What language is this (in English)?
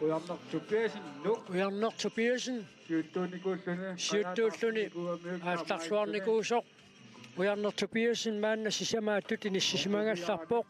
Kalaallisut